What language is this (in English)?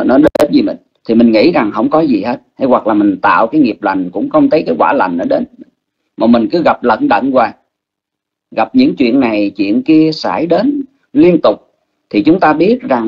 Vietnamese